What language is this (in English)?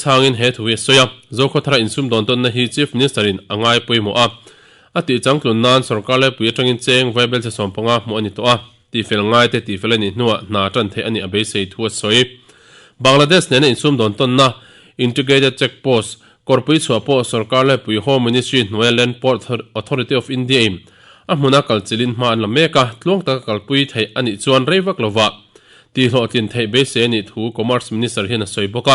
Mizo